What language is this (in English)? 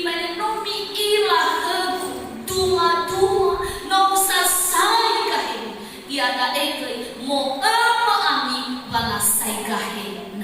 Nias